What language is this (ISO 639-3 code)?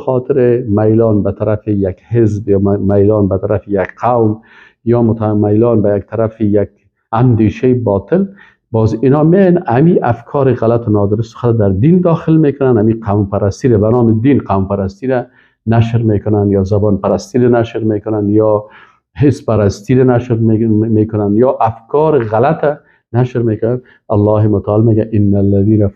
fas